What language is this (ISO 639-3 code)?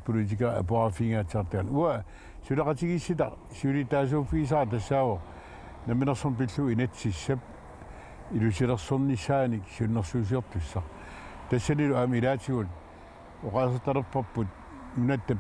kal